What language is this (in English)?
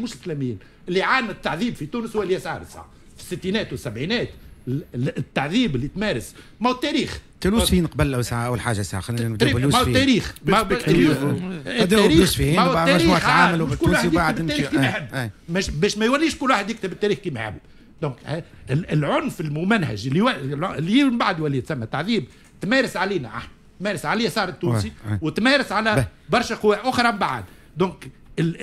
Tunisian Arabic